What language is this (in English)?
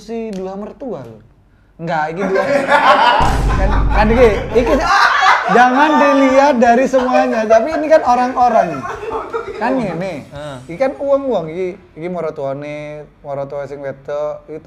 Indonesian